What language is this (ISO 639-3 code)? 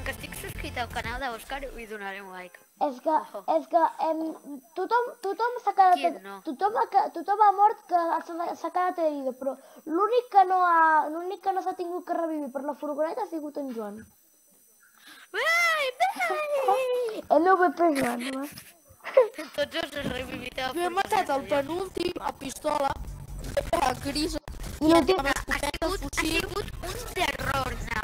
cat